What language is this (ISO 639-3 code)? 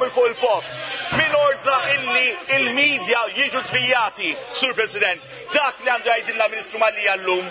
mlt